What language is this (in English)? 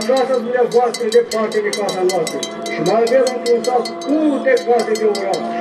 Romanian